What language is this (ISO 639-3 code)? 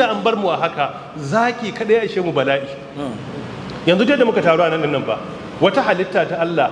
hau